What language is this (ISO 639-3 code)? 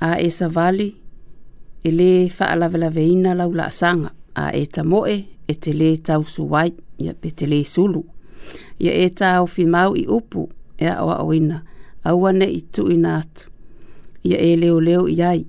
smo